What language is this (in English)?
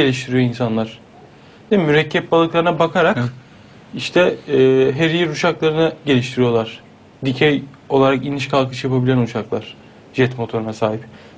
Turkish